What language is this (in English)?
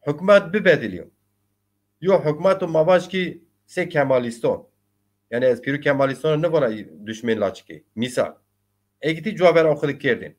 Zaza